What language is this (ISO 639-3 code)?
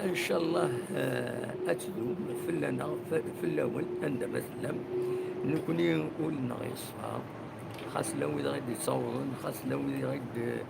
kab